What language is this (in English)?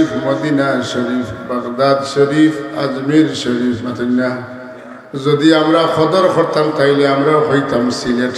Sylheti